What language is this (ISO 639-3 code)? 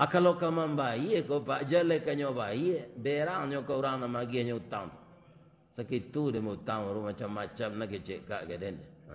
min